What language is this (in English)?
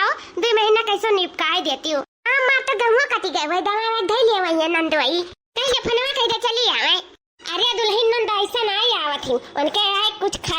Awadhi